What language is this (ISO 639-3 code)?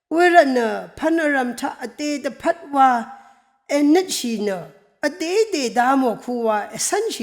raw